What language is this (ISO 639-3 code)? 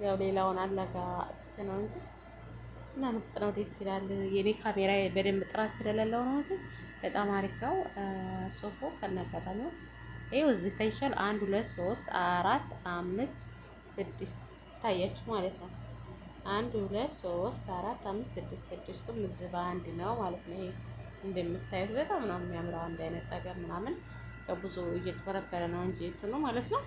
amh